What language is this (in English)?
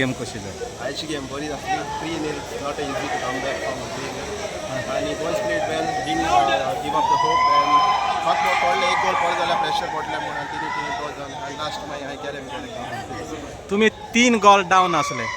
Konkani